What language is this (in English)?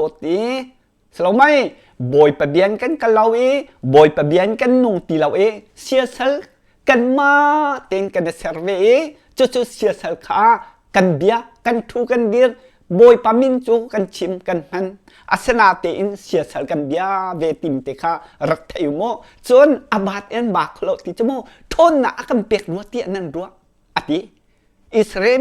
Hakha Chin